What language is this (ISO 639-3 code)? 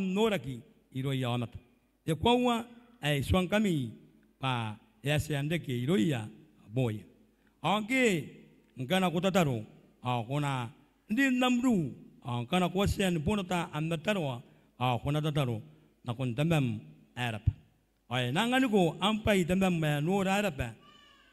gil